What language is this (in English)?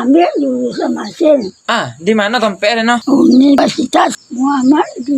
Minangkabau